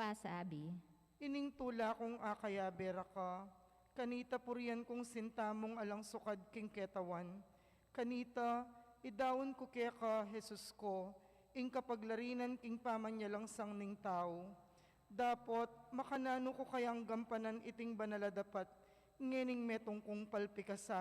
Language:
Pampanga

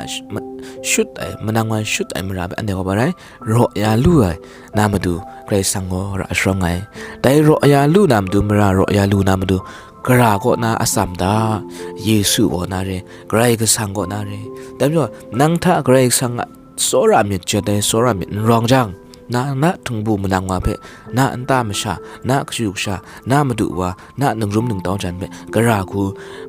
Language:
Kachin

